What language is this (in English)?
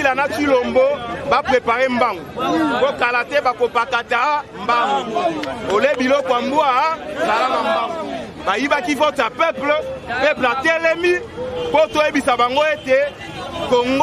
Lingala